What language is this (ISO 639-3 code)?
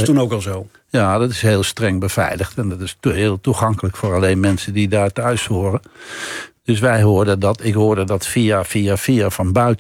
nld